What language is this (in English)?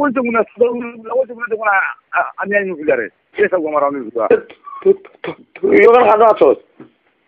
Sylheti